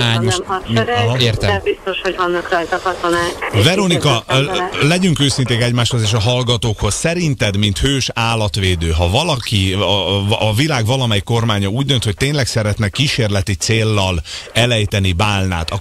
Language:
Hungarian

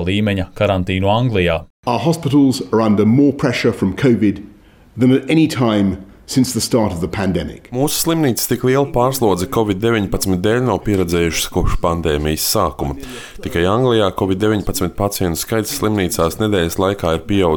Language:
Latvian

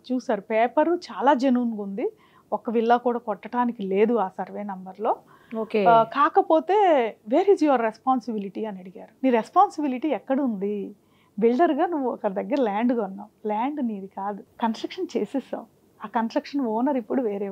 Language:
Telugu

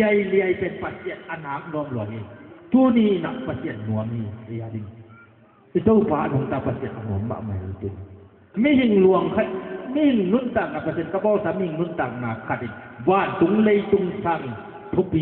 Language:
Tedim Chin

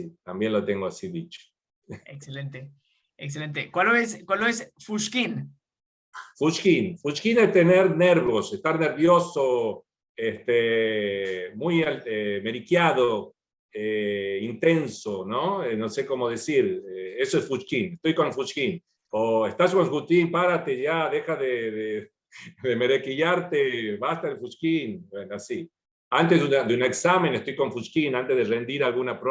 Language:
Ladino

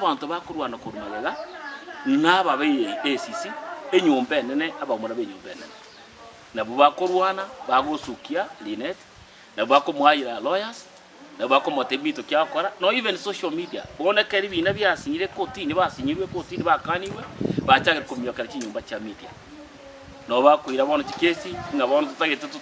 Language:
Gusii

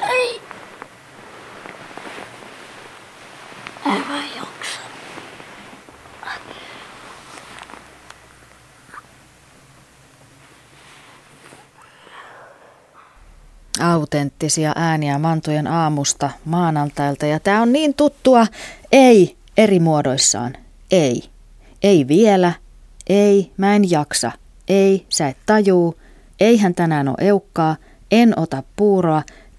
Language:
Finnish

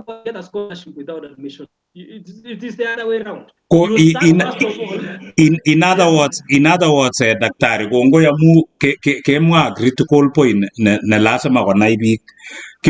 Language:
Kalenjin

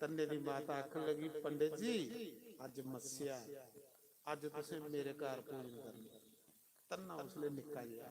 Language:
Dogri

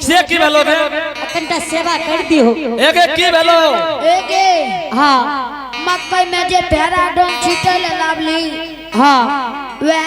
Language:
Angika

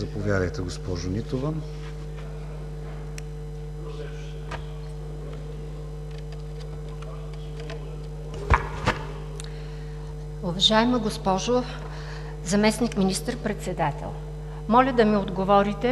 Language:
Bulgarian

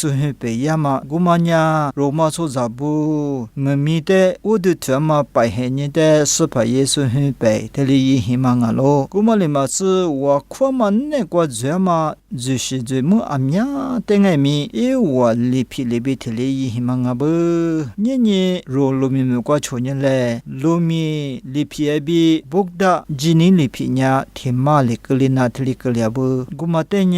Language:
Lisu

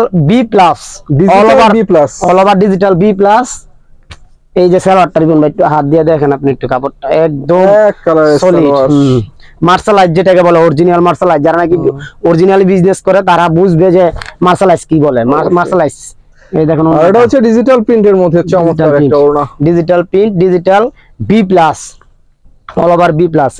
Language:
Bangla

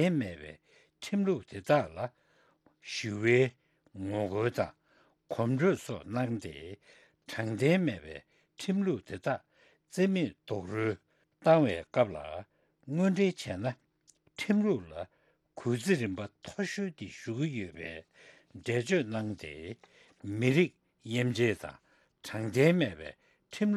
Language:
Tibetan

